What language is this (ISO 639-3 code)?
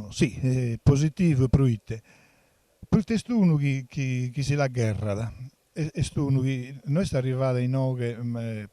srd